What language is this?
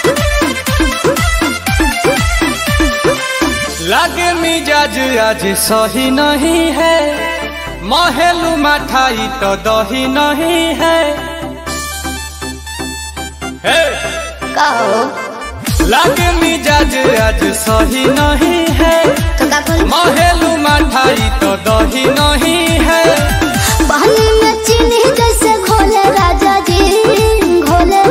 Bhojpuri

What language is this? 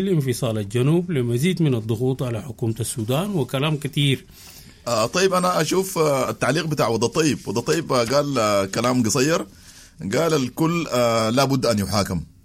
Sudanese Arabic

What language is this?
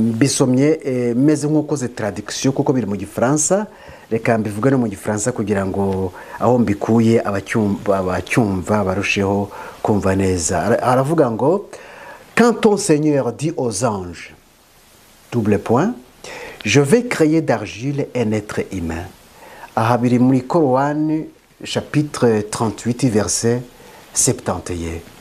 Kinyarwanda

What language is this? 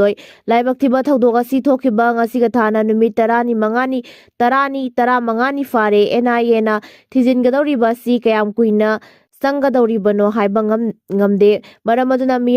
Manipuri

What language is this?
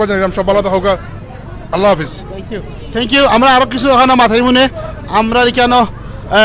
Sylheti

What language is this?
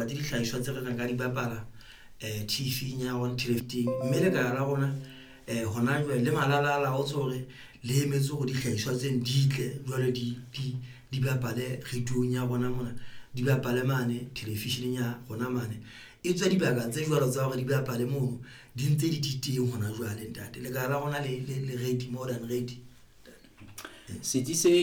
Southern Sotho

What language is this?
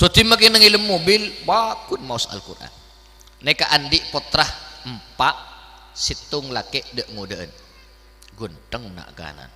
Madurese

